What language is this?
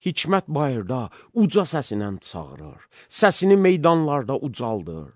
Azerbaijani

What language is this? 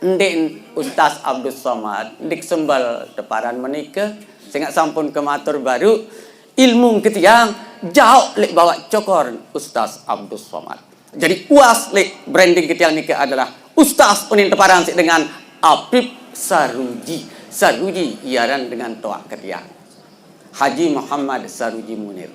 Sasak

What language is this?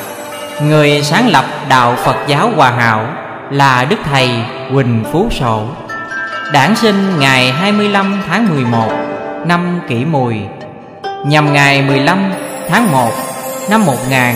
Vietnamese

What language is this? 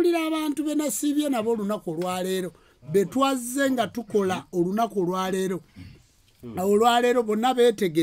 Ganda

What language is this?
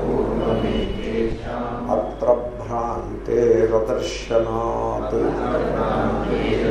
Telugu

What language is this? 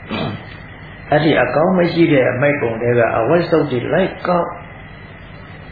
Burmese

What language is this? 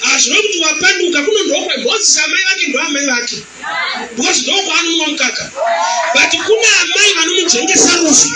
Shona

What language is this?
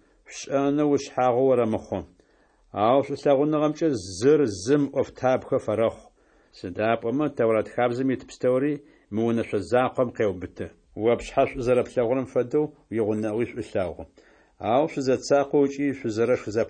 Adyghe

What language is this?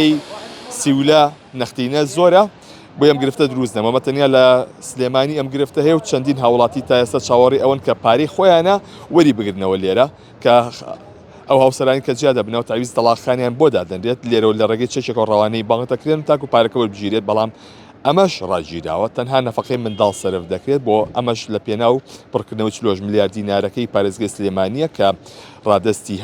Central Kurdish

